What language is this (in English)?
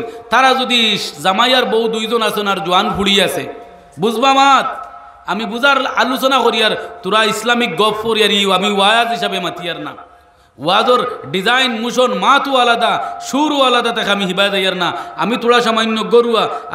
Sylheti